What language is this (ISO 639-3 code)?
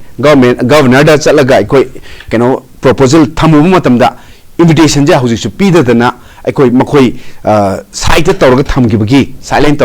mni